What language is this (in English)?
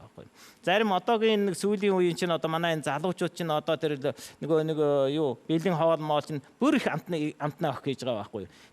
Mongolian